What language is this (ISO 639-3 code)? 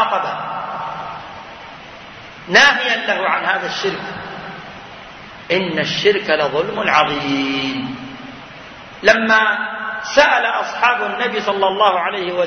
ara